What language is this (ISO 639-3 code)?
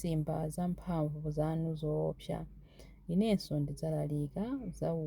nya